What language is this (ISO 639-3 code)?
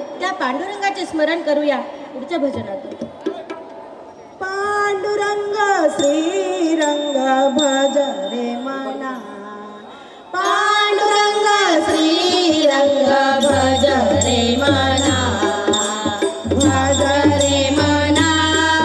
mar